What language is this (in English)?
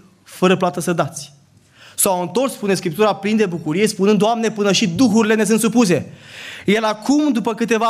Romanian